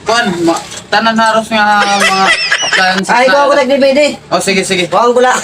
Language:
Waray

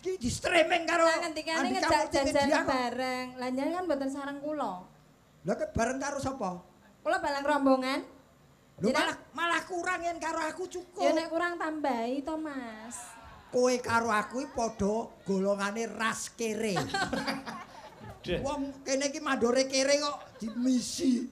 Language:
Javanese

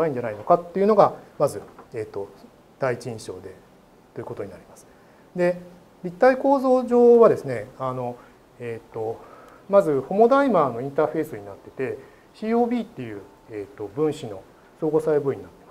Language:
Japanese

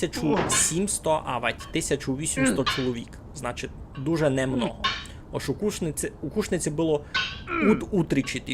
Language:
Rusyn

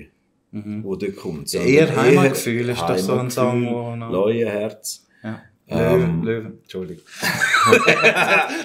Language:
Swiss German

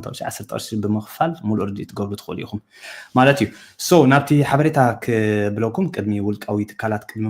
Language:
Tigrinya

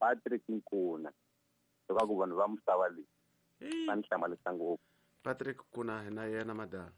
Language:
Tsonga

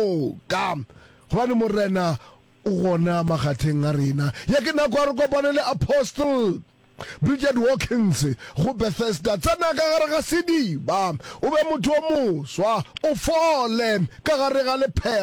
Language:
Northern Sotho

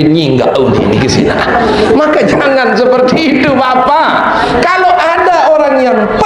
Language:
Sasak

